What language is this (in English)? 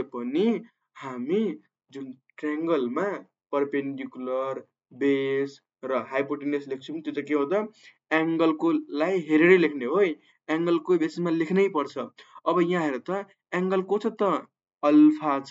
Nepali